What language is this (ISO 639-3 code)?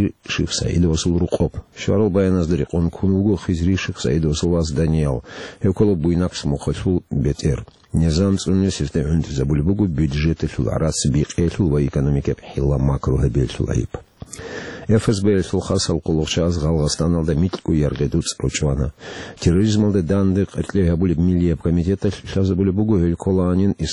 ava